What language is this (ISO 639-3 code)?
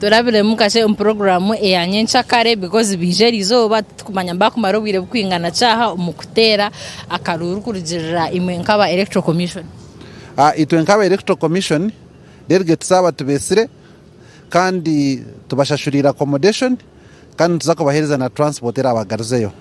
nyn